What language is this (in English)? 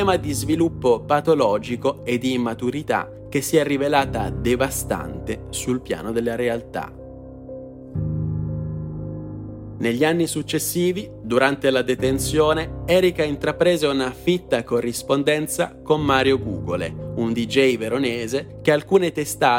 Italian